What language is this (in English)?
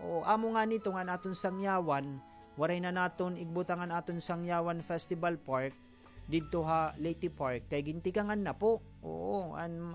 Waray